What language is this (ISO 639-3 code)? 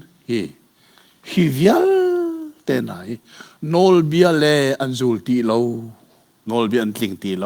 cnh